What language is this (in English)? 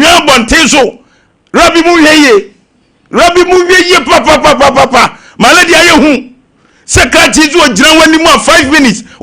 Akan